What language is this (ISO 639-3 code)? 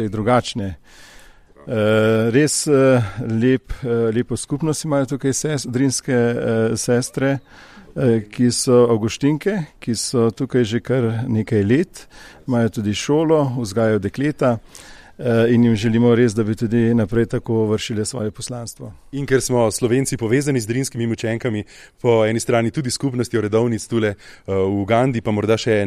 slv